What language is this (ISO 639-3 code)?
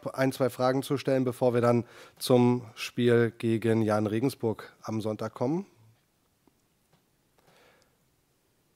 deu